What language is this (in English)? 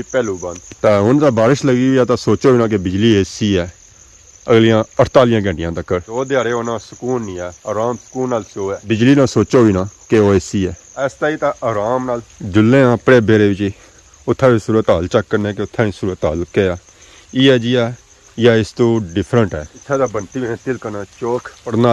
Pahari-Potwari